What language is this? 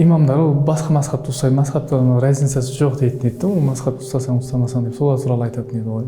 Kazakh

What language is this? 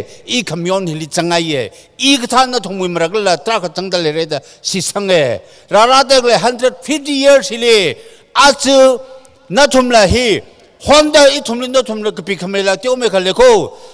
Tangkhul Naga (India)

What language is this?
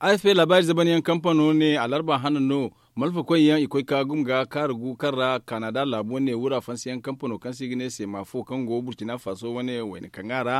Zarma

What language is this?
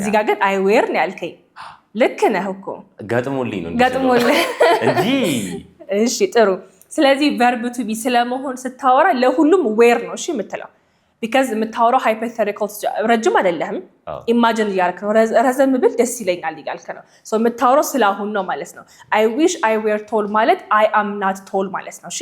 Amharic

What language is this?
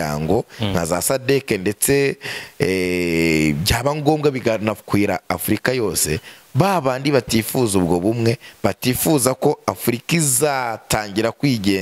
Kinyarwanda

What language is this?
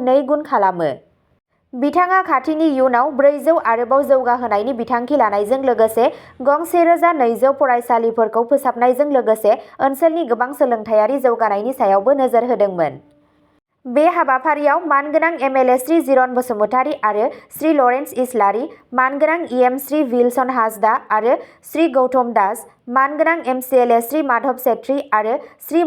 Bodo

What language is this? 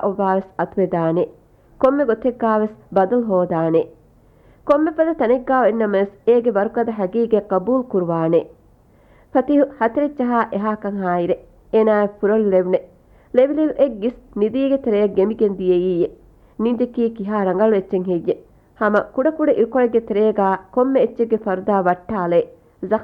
Divehi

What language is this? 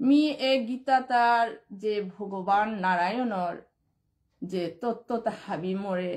Bishnupriya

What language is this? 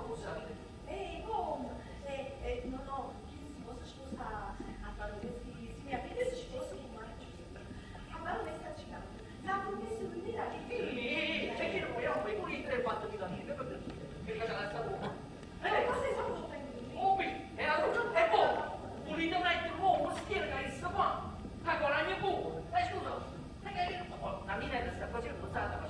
Neapolitan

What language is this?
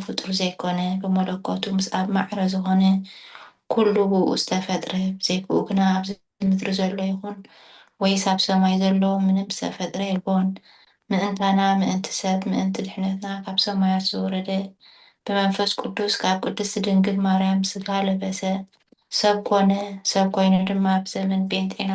Tigrinya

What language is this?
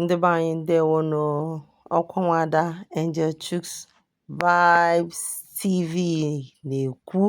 Igbo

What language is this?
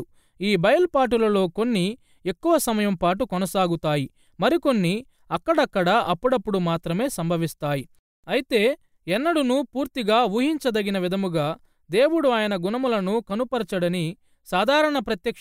Telugu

